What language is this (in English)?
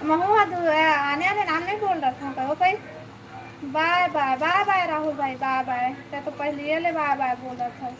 Chhattisgarhi